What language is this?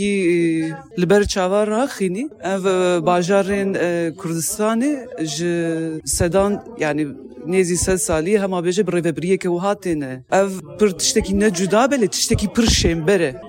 Kurdish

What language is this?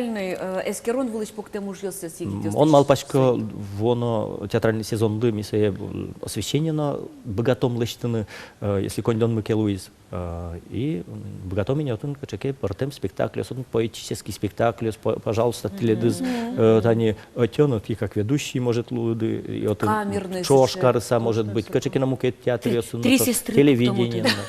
Udmurt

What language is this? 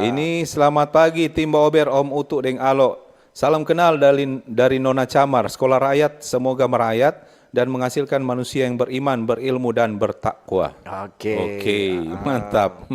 Manado Malay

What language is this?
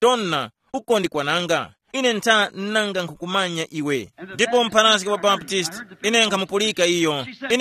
Tumbuka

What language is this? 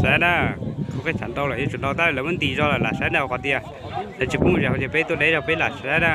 Hmong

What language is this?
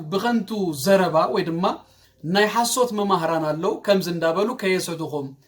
Tigrinya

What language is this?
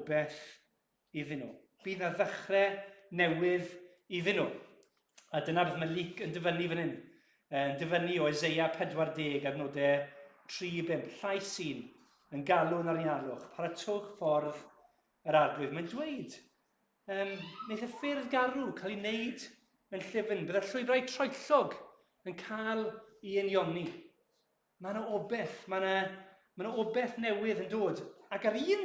Welsh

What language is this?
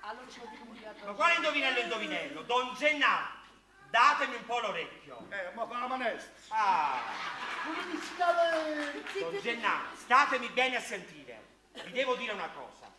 Neapolitan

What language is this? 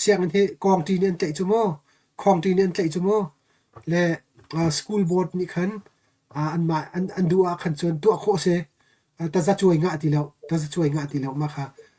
Hakha Chin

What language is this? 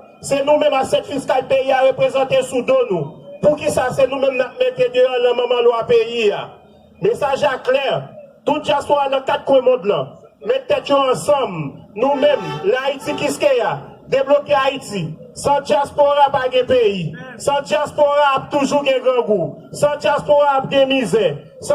Haitian Creole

